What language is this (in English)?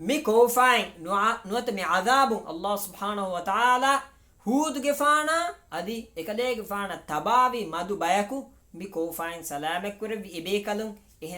Divehi